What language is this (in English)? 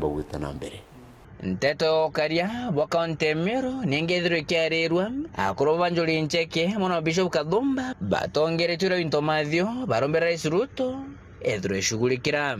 Meru